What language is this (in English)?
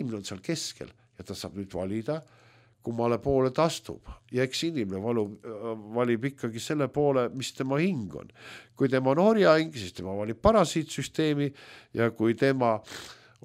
Estonian